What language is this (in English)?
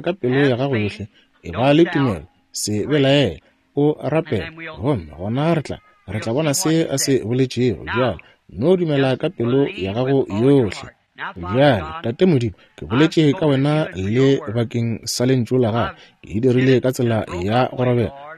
Northern Sotho